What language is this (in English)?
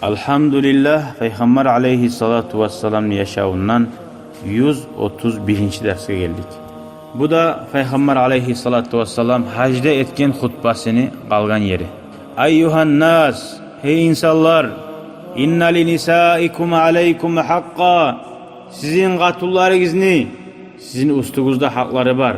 Kumyk